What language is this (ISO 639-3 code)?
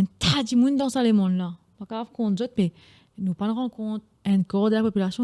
mfe